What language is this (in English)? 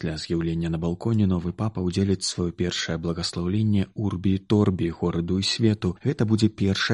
Belarusian